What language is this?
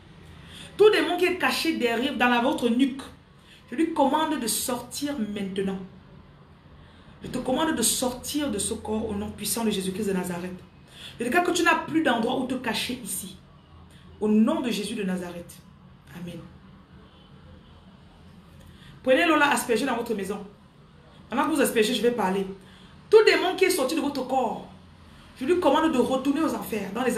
French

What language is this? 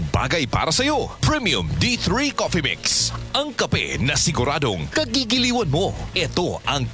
Filipino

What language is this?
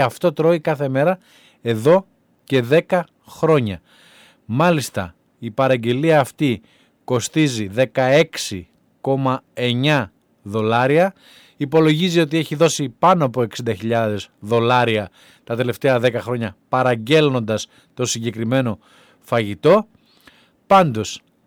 Greek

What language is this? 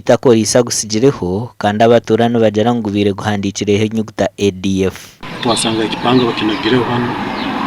Nyankole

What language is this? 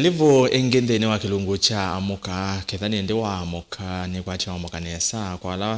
Kamba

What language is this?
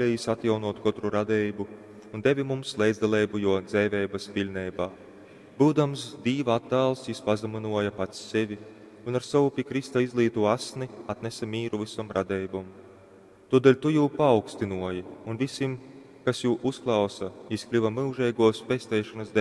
Latgalian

